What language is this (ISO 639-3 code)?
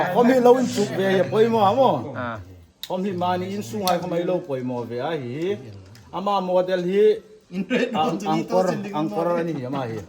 hmr